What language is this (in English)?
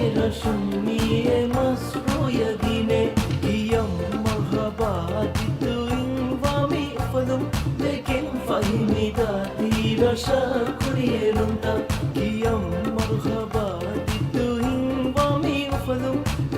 Divehi